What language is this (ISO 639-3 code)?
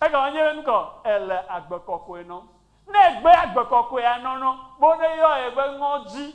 ewe